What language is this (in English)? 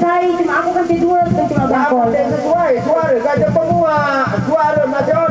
Sasak